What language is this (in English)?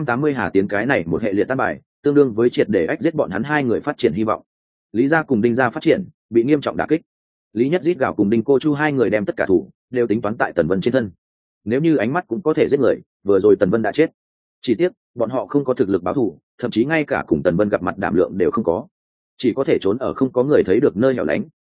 Vietnamese